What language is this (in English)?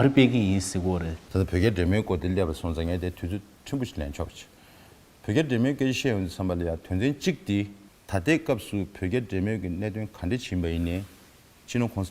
Tibetan